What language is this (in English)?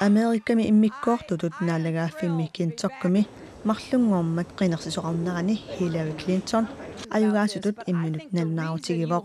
Kalaallisut